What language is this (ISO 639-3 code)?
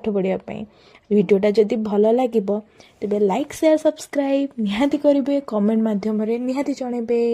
ori